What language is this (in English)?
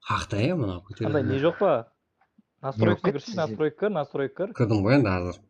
Kara-Kalpak